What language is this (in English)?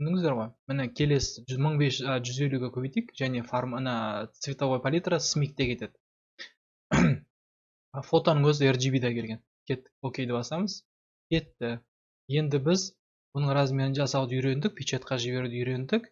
Kazakh